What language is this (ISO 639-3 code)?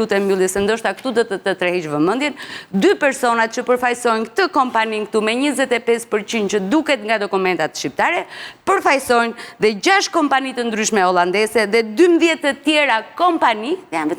sqi